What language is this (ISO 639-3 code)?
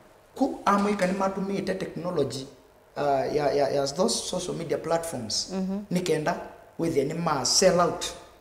kam